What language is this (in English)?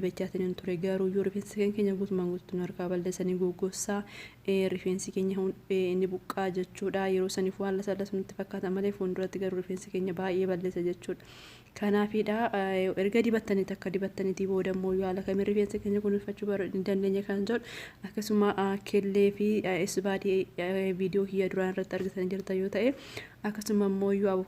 Oromo